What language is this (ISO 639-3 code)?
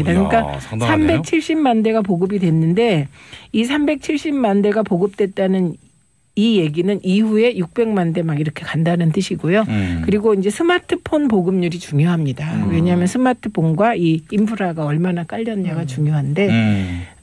kor